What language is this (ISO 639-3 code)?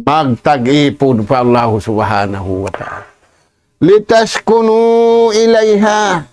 tsg